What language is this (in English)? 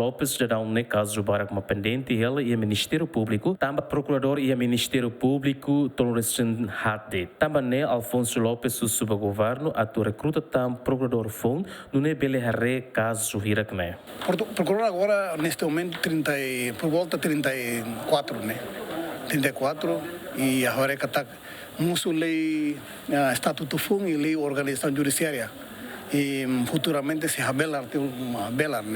Tetum